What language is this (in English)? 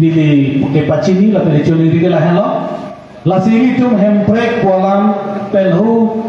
Karbi